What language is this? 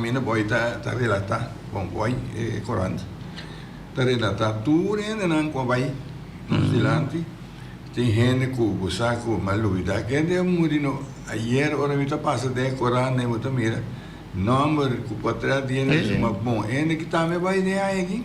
Papiamento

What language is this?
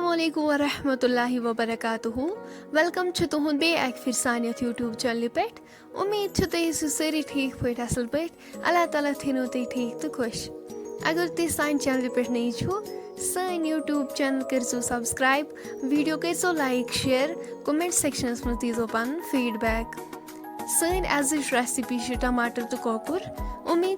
Kashmiri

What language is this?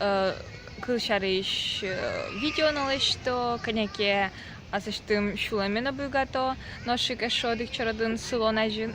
Udmurt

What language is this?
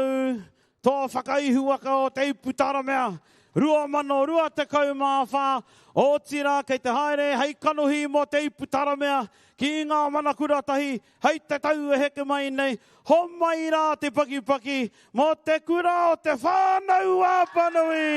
Māori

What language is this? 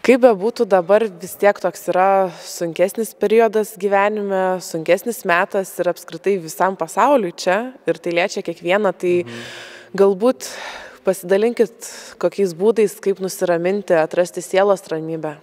Lithuanian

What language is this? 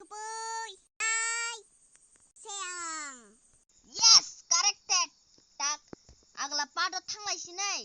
Kok Borok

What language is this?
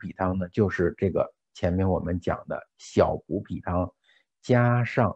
Chinese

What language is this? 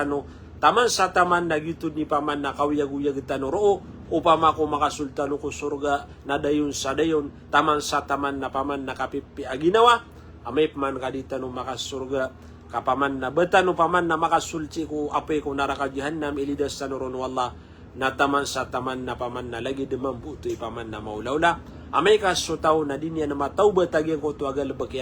Maranao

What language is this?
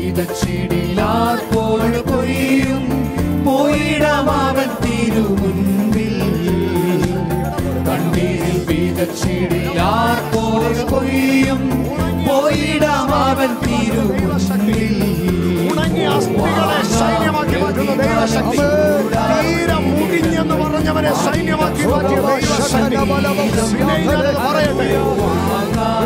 Malayalam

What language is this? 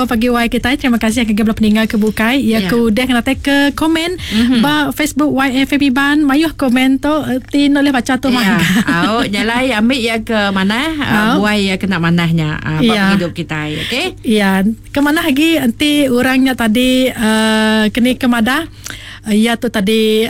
Iban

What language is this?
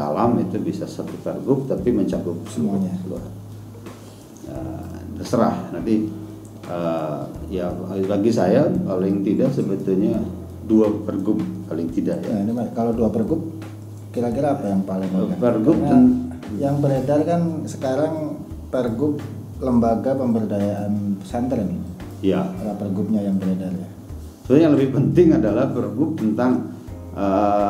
Indonesian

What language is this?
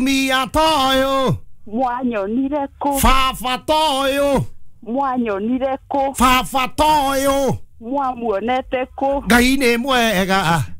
Kikuyu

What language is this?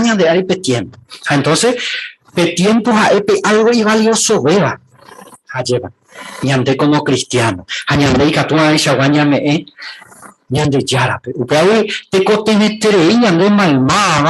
Guarani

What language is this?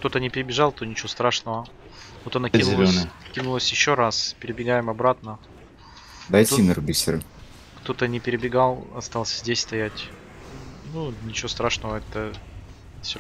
Russian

